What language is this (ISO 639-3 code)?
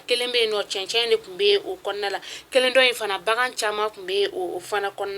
bam